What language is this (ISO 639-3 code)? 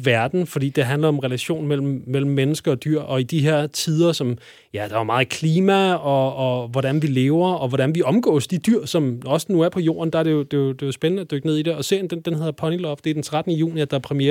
dan